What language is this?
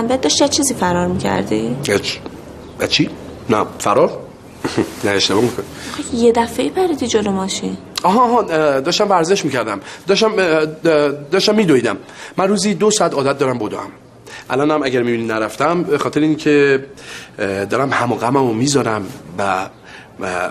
Persian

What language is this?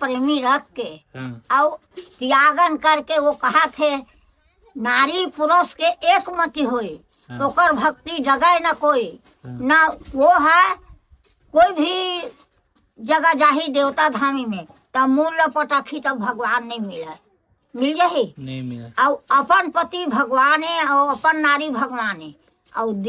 Chhattisgarhi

